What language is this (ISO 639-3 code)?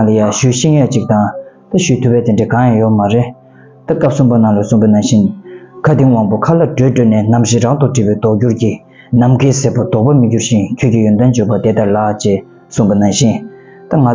bod